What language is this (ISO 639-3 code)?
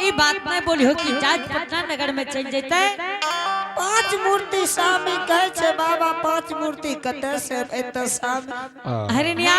anp